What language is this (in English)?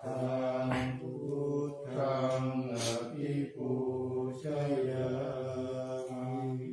Pali